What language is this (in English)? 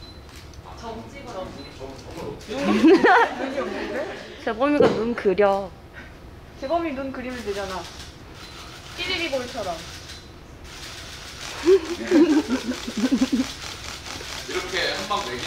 Korean